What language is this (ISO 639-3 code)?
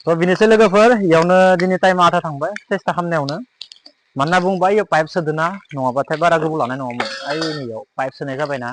brx